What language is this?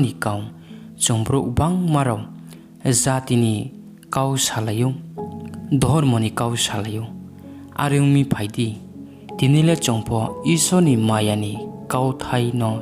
Riang (India)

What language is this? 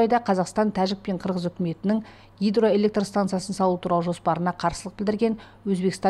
Kazakh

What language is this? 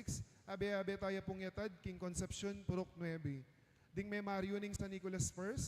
Pampanga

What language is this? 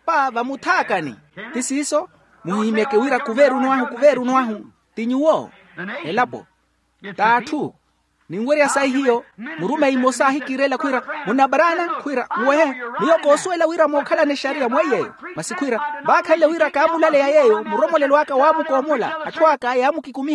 Makhuwa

